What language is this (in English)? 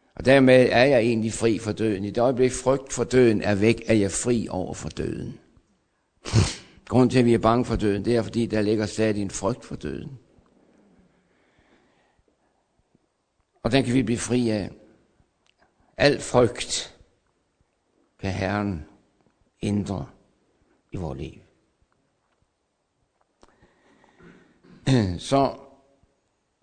Danish